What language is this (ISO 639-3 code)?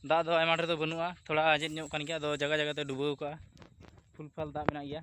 sat